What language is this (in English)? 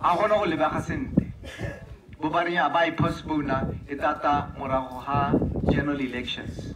Tswana